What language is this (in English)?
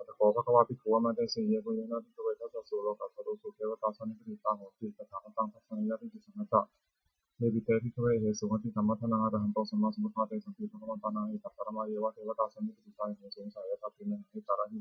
Pali